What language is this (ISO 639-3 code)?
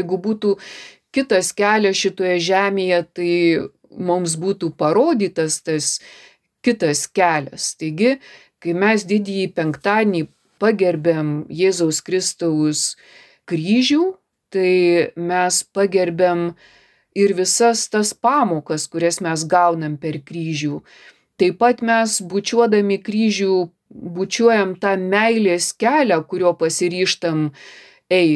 lit